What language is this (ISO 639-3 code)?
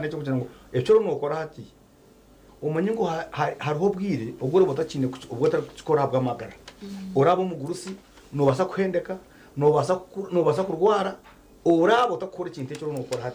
nyn